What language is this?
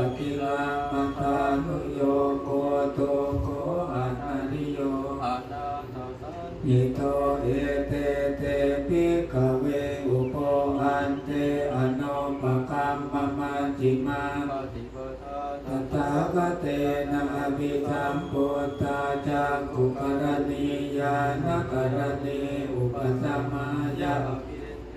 Pali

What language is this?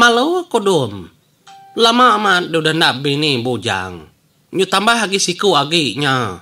Iban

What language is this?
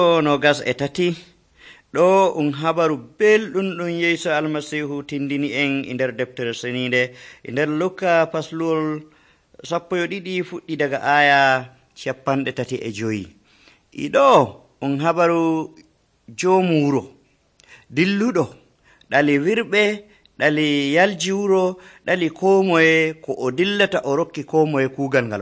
Nigerian Fulfulde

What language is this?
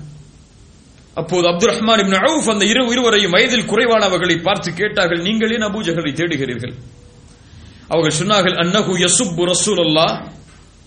Tamil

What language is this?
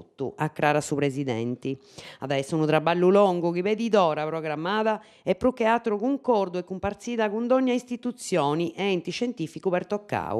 Sardinian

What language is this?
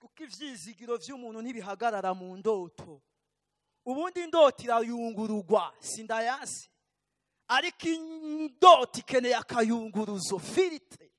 Rundi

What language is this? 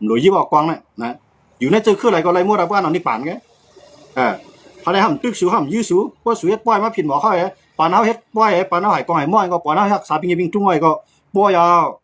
Shan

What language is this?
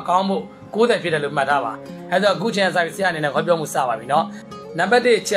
Burmese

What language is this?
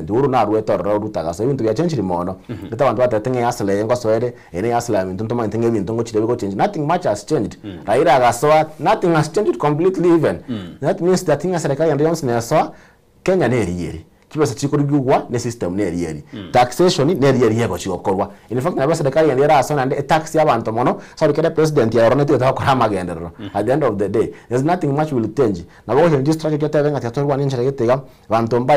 Gusii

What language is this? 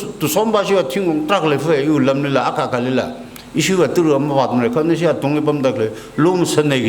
Tangkhul Naga (India)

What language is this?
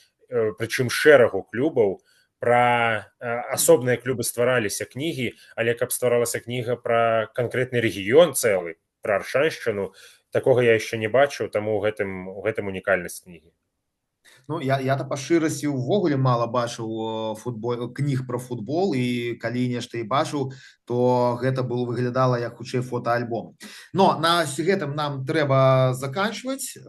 Belarusian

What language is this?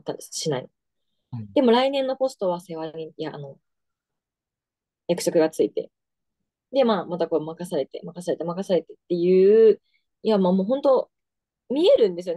Japanese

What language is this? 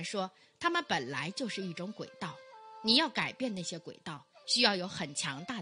Chinese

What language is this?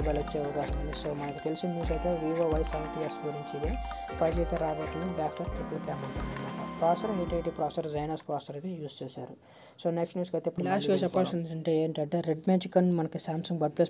Telugu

